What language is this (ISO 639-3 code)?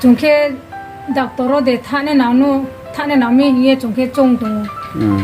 ria